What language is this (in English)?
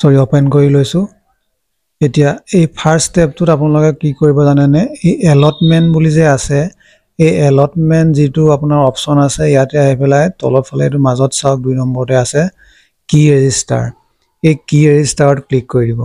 Assamese